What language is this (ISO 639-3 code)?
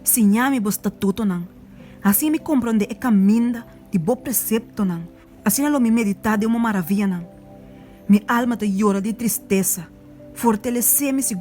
pap